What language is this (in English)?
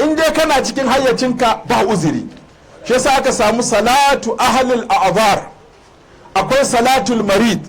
Hausa